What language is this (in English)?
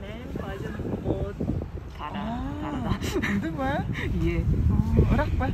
Tuvinian